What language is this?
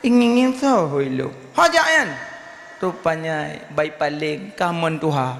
Achinese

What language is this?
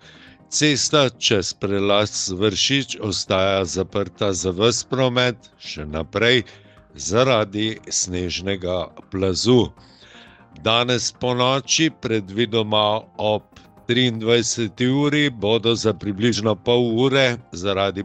Slovenian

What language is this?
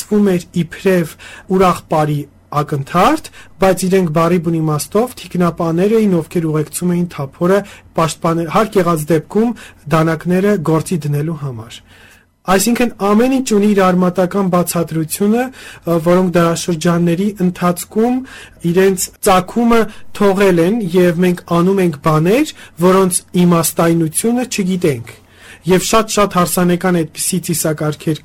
Armenian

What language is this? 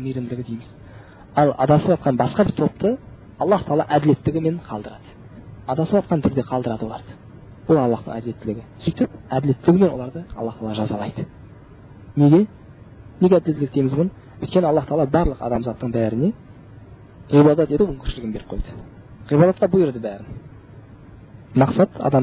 Kazakh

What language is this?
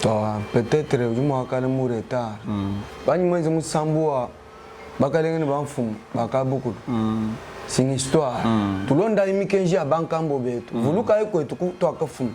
Luba-Lulua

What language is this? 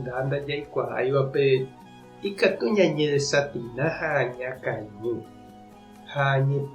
Guarani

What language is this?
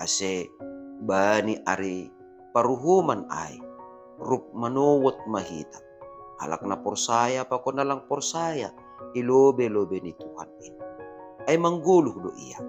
Batak Simalungun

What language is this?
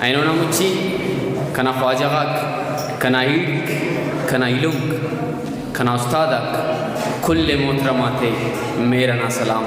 Brahui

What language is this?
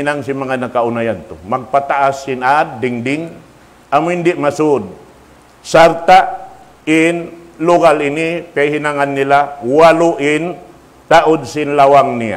Tausug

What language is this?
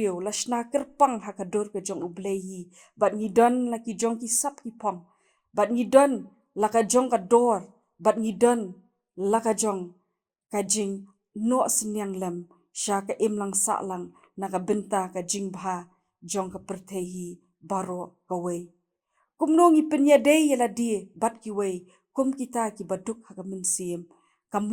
Khasi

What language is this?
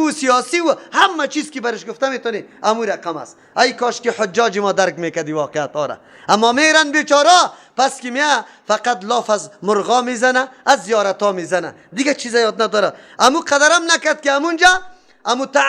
Persian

